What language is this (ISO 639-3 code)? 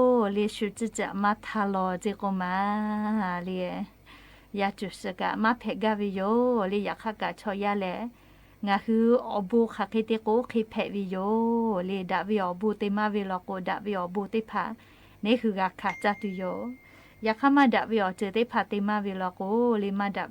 lhu